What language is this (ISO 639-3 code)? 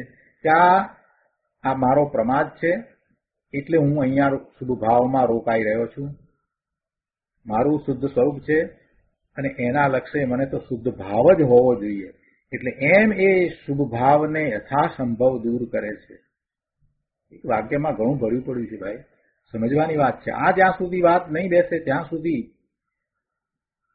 guj